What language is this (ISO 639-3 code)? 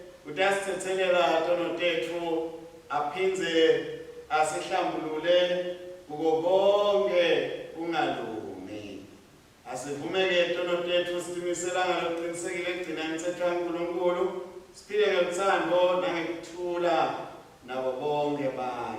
ssw